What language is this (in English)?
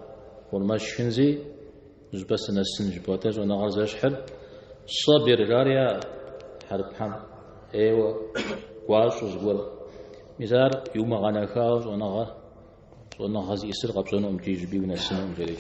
Kabardian